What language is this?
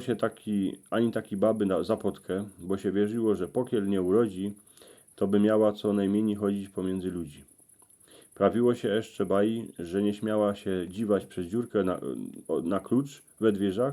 Silesian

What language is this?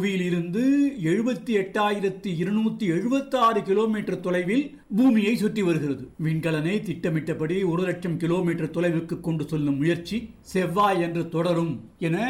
Tamil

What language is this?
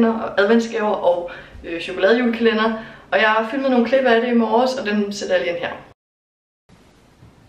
Danish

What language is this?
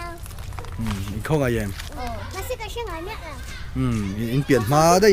Mizo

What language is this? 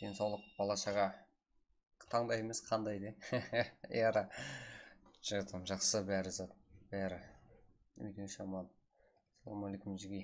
Kara-Kalpak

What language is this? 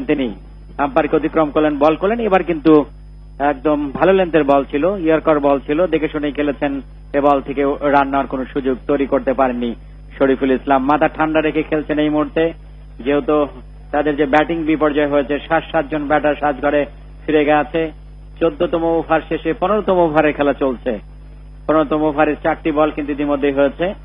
Bangla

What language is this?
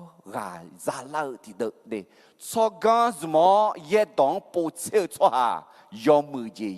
Akha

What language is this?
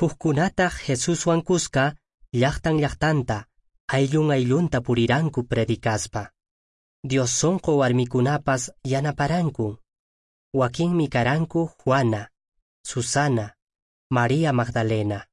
Quechua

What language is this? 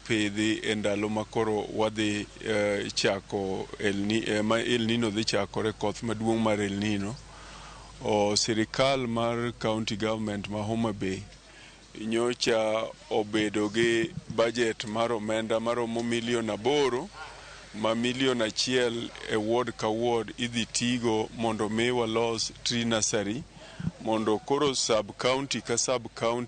Luo (Kenya and Tanzania)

